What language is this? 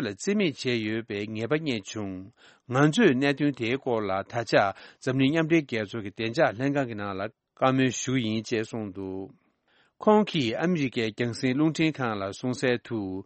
Tibetan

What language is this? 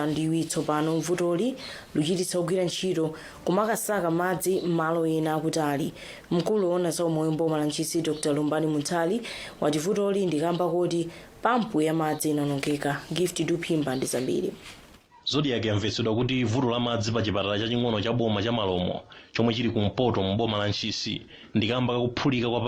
Nyanja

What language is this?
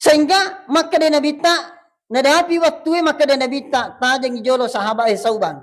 Buginese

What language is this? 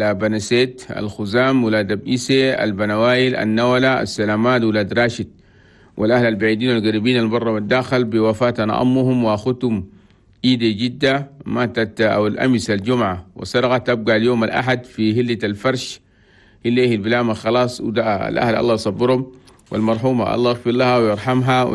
Chadian Arabic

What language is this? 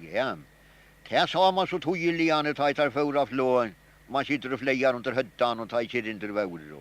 Faroese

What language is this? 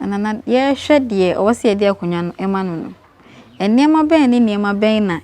Akan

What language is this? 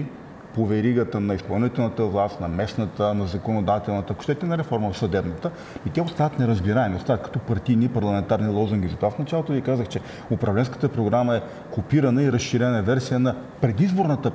Bulgarian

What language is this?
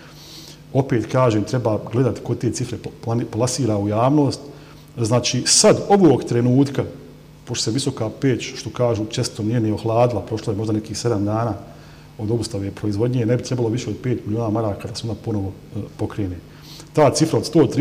Bosnian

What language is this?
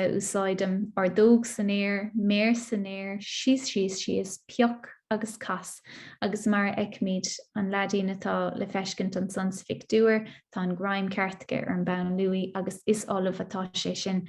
Irish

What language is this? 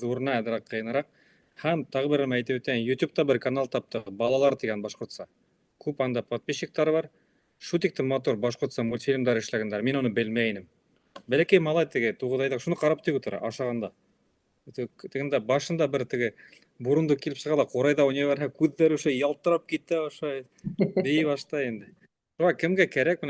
Bashkir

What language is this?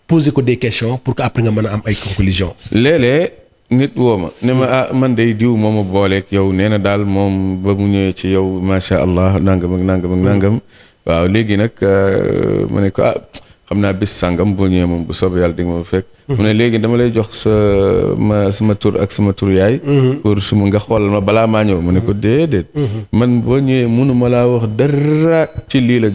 Wolof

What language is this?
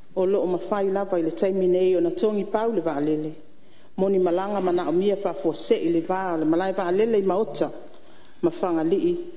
Samoan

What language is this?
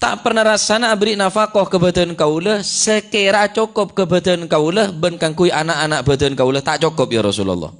Madurese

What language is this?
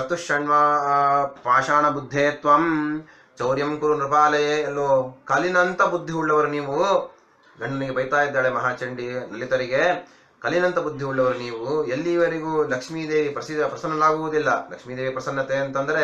Kannada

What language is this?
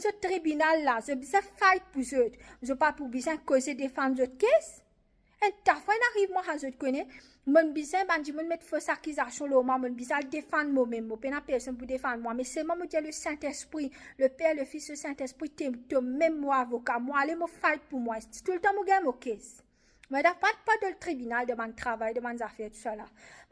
Morisyen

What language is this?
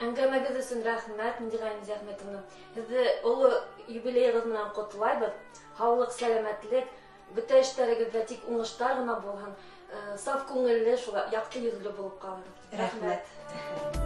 Bashkir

